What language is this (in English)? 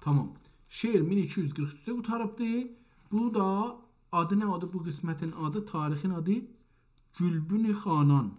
South Azerbaijani